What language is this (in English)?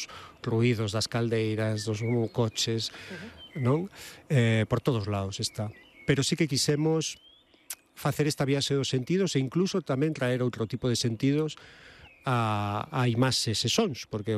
Galician